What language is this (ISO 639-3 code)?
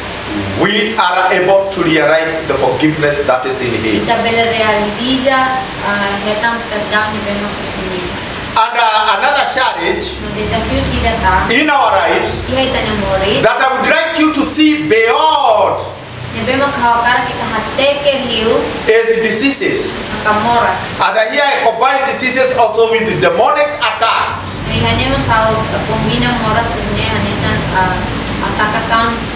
tet